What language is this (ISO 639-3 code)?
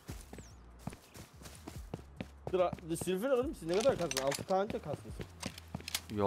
tur